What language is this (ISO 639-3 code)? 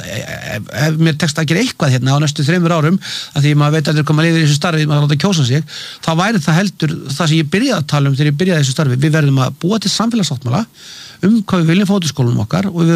isl